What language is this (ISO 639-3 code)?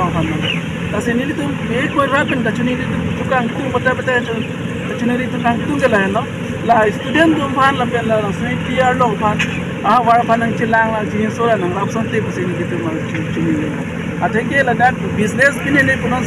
mjw